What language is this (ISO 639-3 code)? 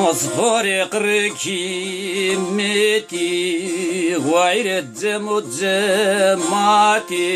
zza